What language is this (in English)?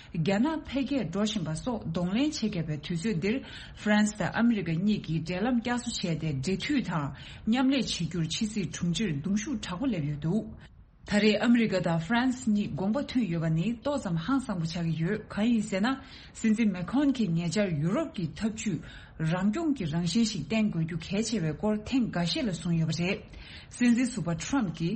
Tibetan